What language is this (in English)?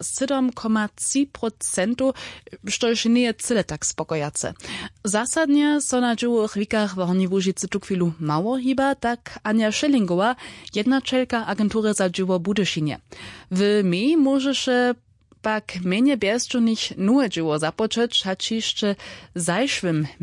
Upper Sorbian